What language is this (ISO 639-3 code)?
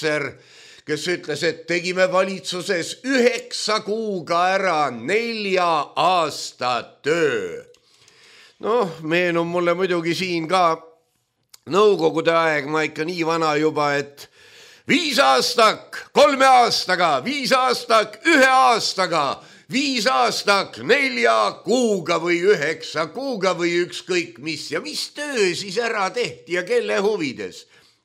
est